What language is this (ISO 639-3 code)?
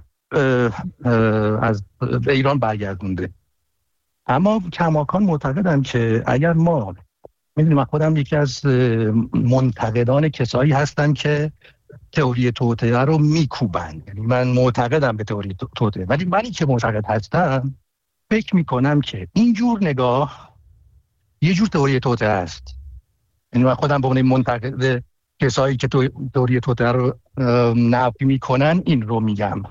fas